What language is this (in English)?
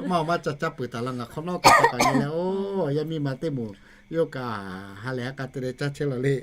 Lahu